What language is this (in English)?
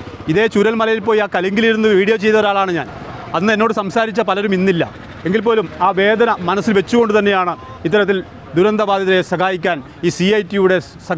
Malayalam